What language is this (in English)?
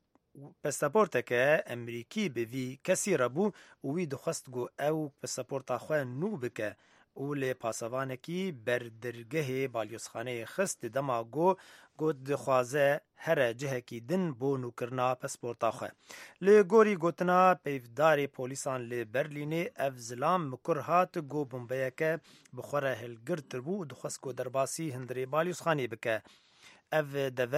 Kurdish